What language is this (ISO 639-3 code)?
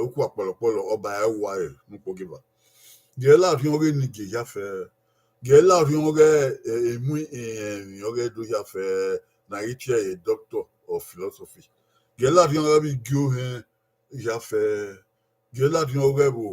bin